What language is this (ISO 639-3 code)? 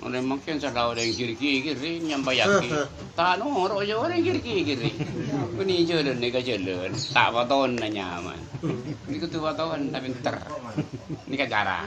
mad